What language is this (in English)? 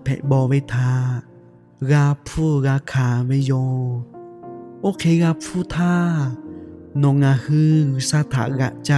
Lahu